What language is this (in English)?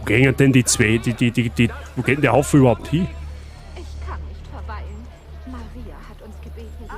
Bavarian